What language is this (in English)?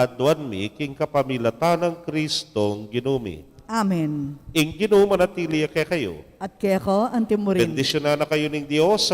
Pampanga